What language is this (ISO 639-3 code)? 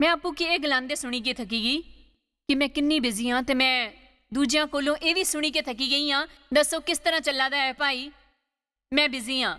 doi